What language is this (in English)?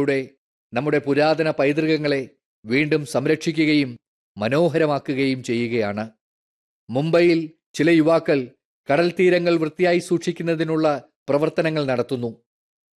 Malayalam